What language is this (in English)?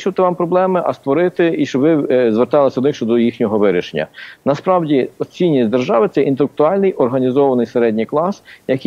Ukrainian